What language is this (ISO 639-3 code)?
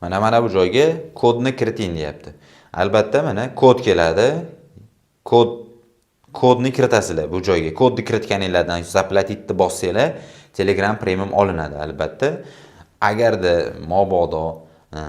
uzb